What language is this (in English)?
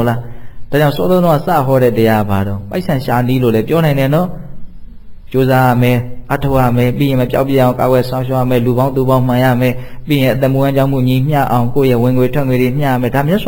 Burmese